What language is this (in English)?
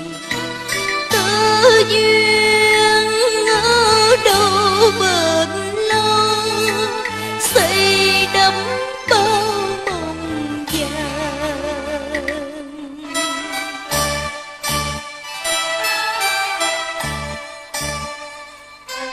Vietnamese